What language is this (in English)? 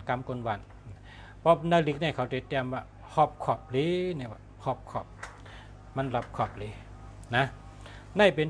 Shan